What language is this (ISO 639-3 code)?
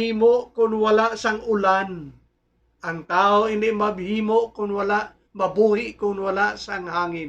hil